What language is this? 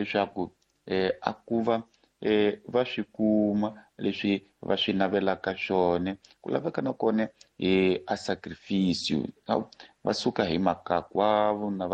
Tsonga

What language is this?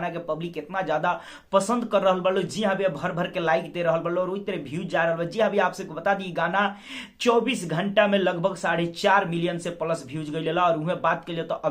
Bhojpuri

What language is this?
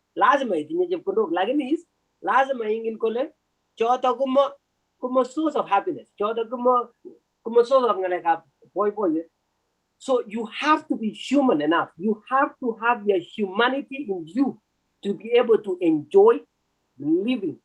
Kalenjin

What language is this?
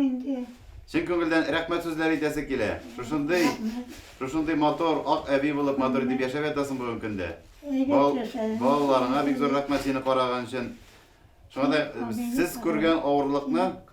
Tatar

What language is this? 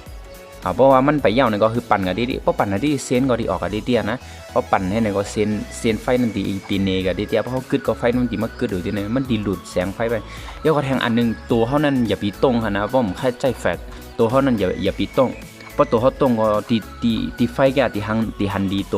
Shan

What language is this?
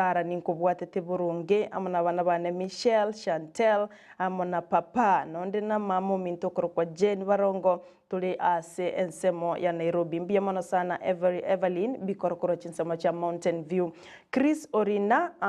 Gusii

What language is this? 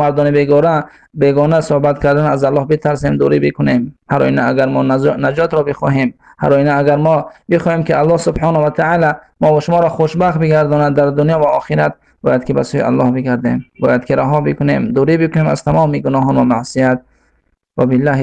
Persian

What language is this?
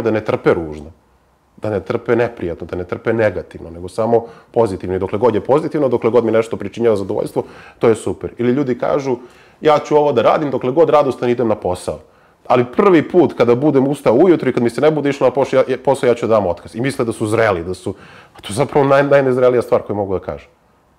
Serbian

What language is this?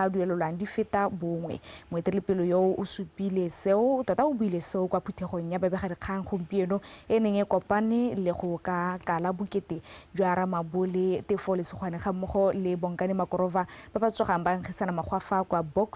Tswana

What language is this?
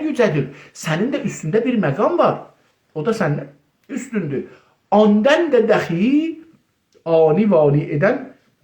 South Azerbaijani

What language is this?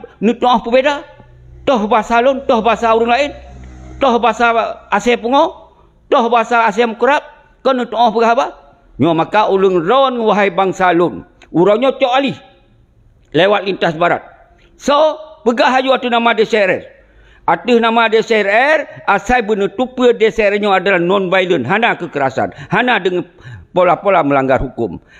Achinese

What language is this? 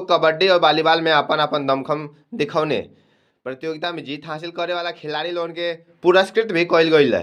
Bhojpuri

